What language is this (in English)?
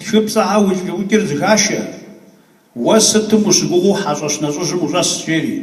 Kabardian